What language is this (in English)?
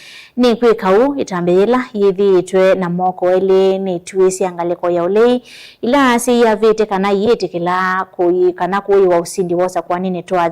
Kamba